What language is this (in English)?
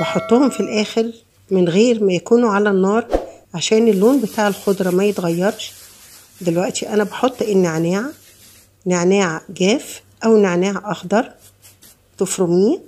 Egyptian Arabic